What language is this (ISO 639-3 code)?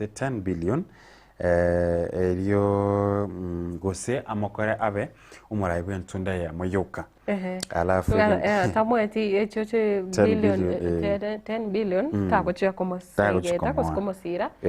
guz